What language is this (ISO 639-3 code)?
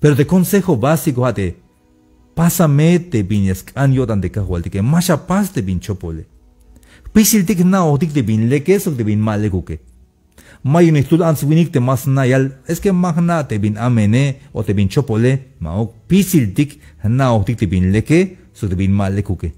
tzh